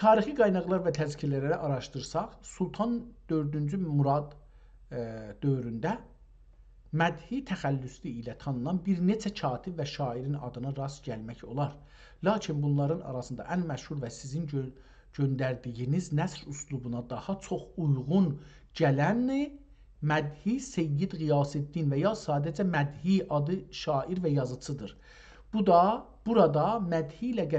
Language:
South Azerbaijani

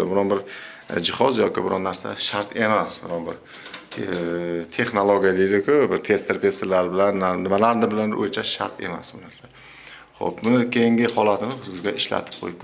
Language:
Uzbek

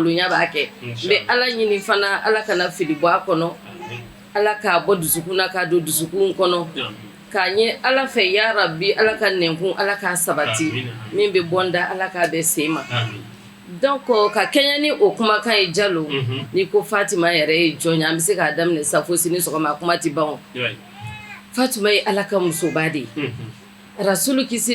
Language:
Bambara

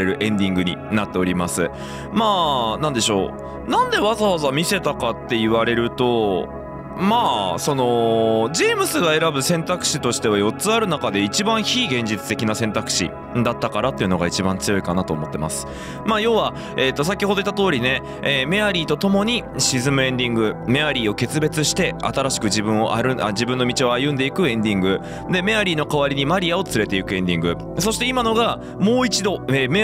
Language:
Japanese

